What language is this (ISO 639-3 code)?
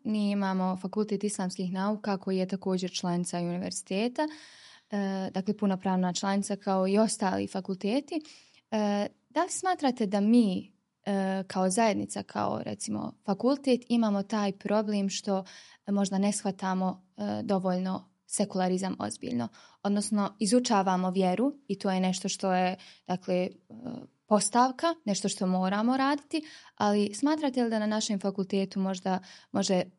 bos